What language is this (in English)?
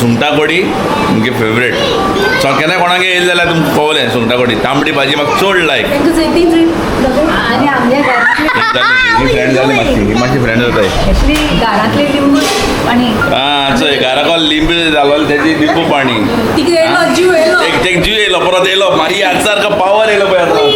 Konkani